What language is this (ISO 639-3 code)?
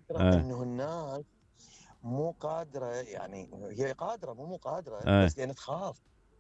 acm